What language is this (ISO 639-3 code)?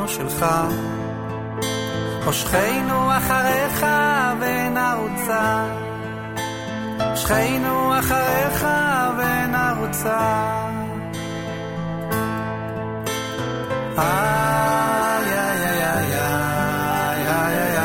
heb